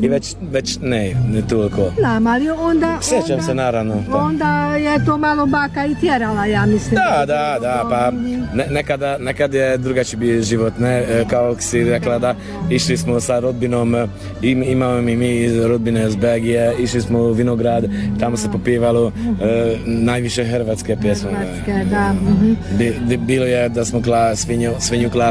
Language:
Croatian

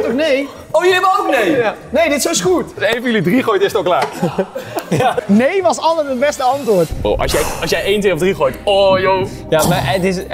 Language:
Dutch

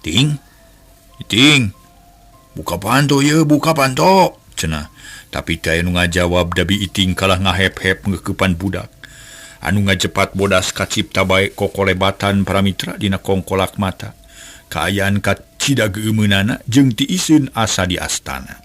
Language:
Sundanese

